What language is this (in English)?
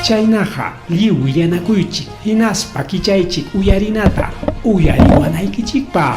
Ayacucho Quechua